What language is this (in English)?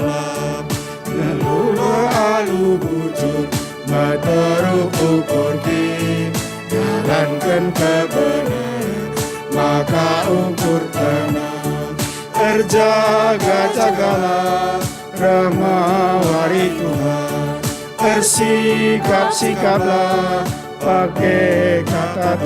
Batak Karo